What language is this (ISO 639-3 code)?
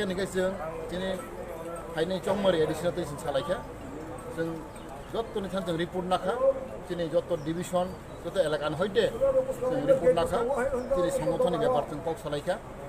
trp